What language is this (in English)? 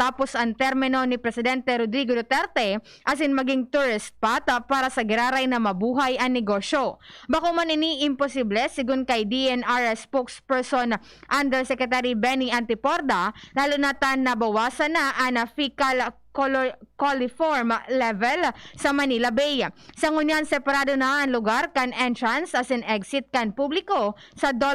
Bikol